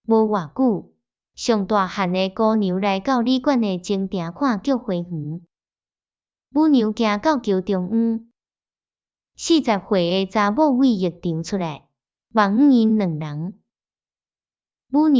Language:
Min Nan Chinese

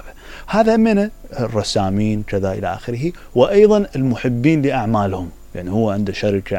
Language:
Mesopotamian Arabic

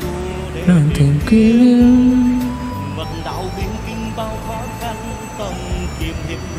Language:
Vietnamese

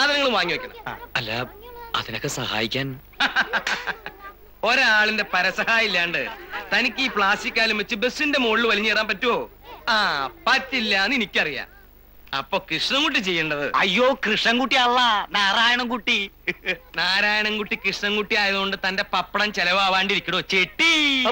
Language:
Malayalam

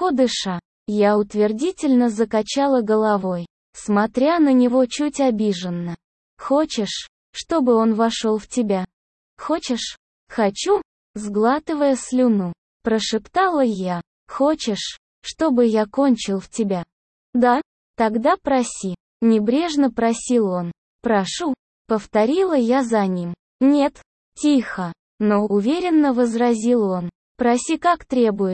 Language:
Russian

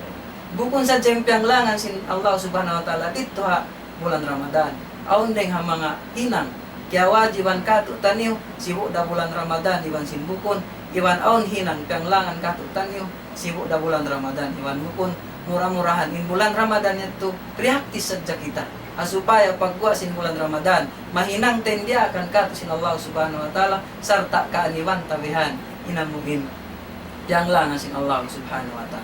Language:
Tausug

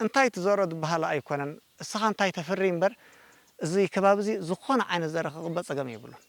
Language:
Tigrinya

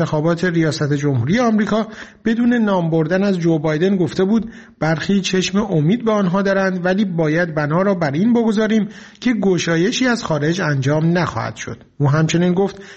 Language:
Persian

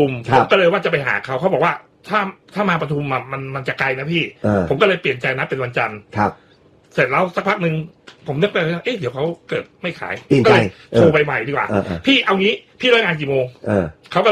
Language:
Thai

